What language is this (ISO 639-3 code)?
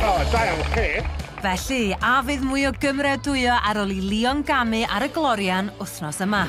cym